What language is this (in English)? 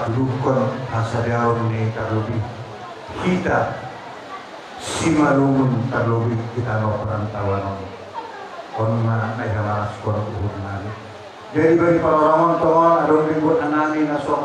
Batak Simalungun